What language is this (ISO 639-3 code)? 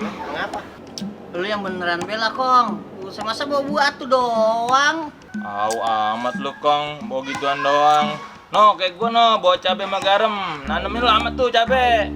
bew